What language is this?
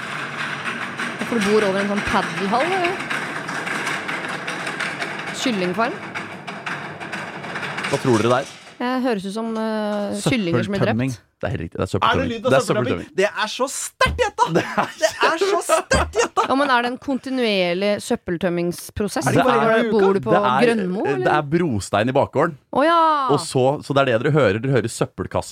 Norwegian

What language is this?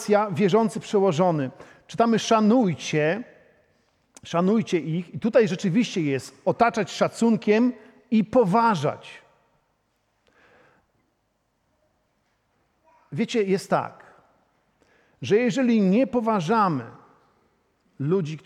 Polish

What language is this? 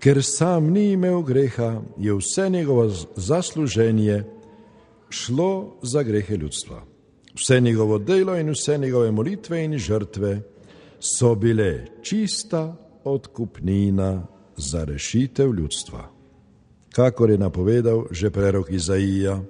Slovenian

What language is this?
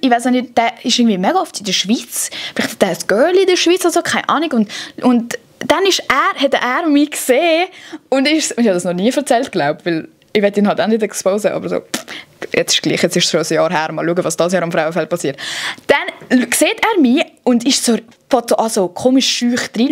Swiss German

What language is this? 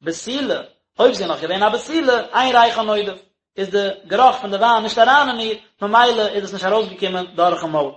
Yiddish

